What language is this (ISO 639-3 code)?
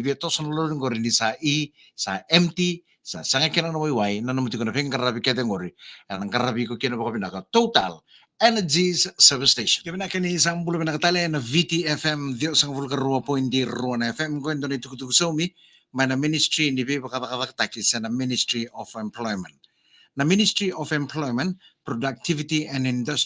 fij